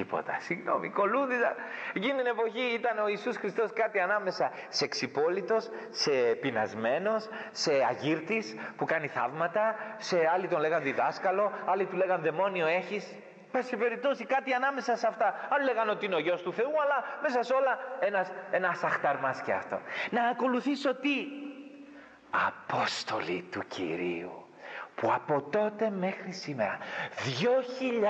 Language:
Greek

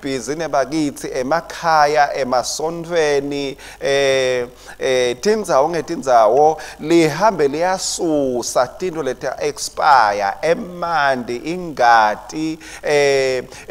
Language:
Swati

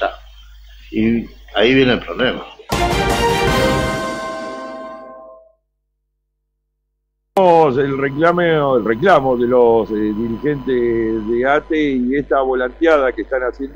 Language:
Spanish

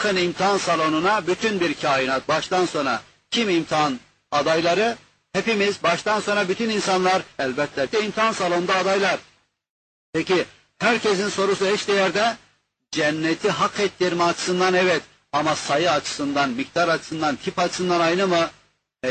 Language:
Turkish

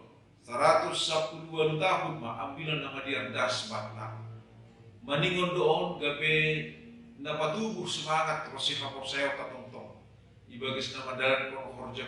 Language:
Batak Simalungun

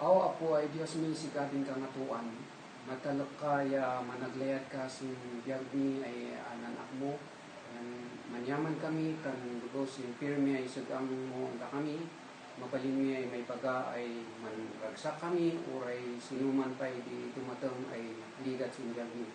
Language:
Kankanaey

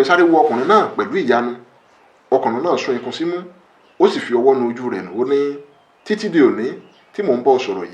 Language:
Yoruba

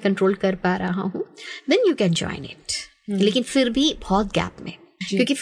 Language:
Hindi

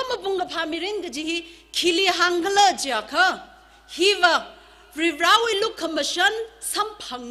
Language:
Tangkhul Naga (India)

